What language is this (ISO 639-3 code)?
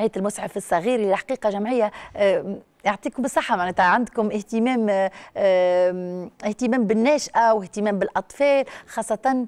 aeb